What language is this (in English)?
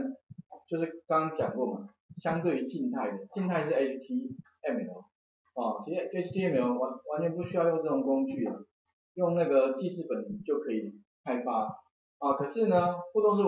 Chinese